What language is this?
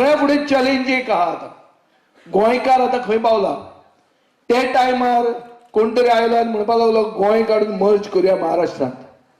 Konkani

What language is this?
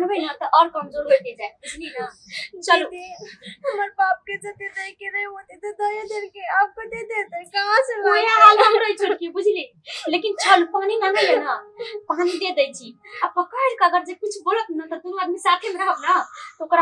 Maithili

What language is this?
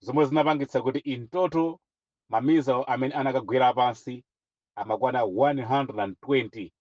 Nyanja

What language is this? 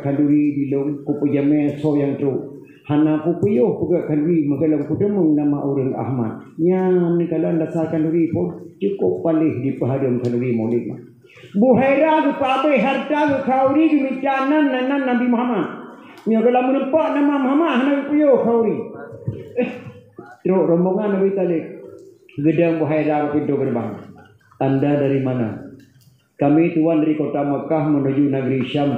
Achinese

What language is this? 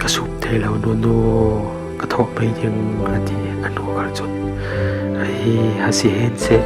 Falam Chin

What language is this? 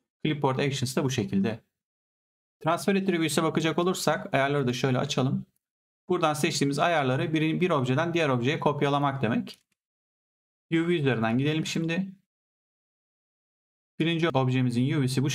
Turkish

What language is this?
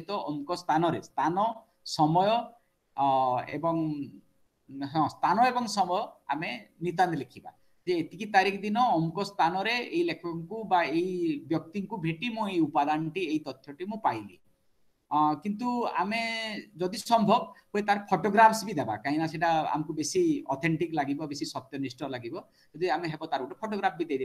Odia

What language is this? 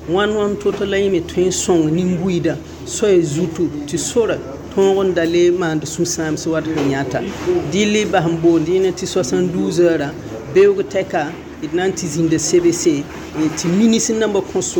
Mossi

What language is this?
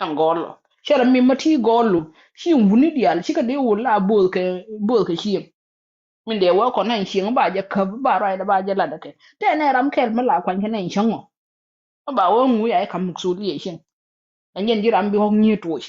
Nuer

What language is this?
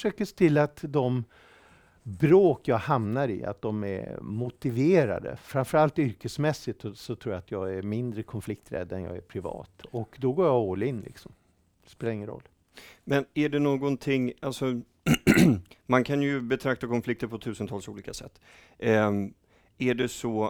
Swedish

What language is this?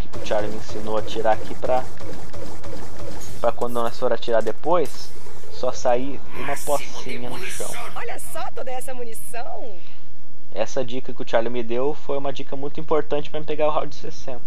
Portuguese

